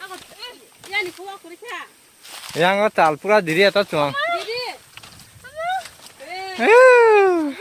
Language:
Kok Borok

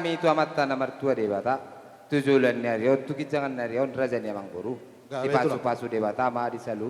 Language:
Batak Toba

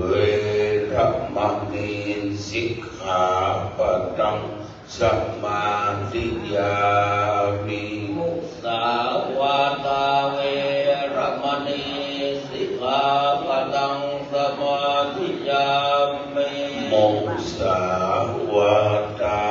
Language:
Pali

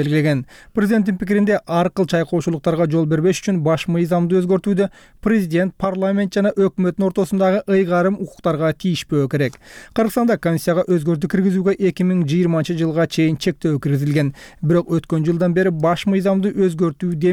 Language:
Kyrgyz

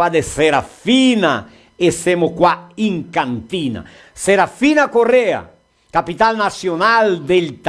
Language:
Venetian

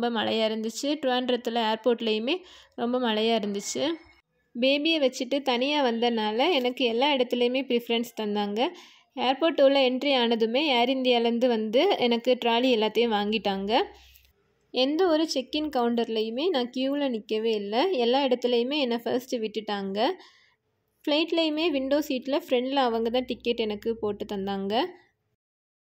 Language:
Tamil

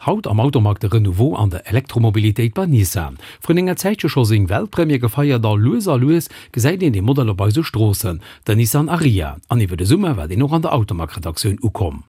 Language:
Luxembourgish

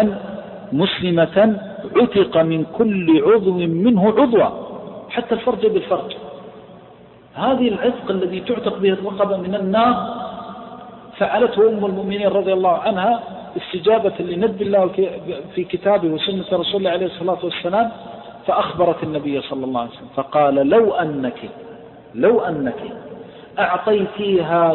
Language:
Arabic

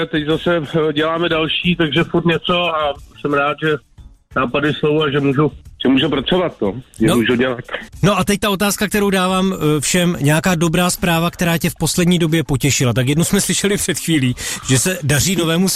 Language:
Czech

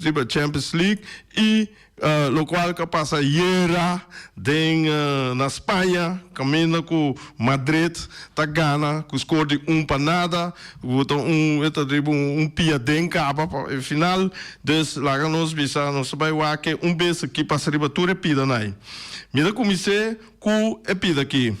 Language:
Papiamento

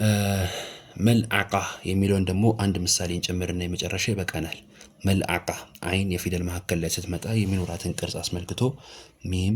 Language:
Amharic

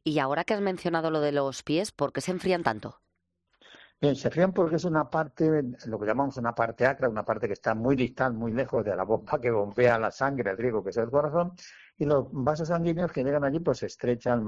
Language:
Spanish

